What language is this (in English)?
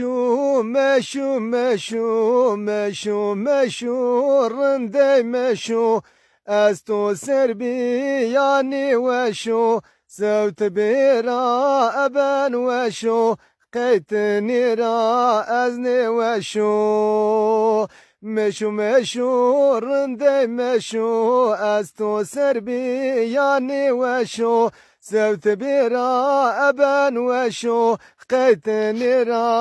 Zaza